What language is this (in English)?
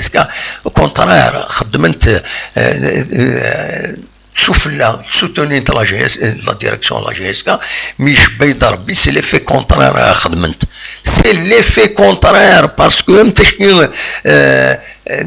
Kabyle